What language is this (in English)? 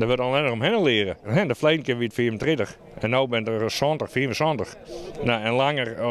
Western Frisian